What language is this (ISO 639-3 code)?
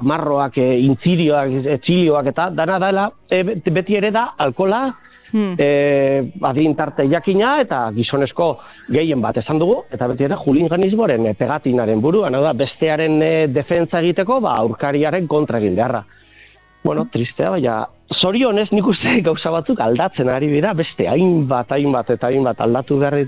eus